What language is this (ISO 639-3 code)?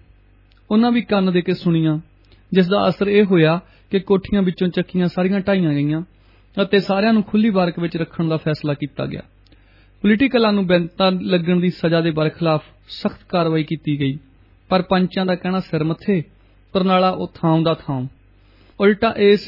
pan